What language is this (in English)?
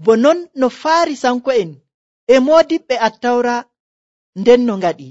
Nigerian Fulfulde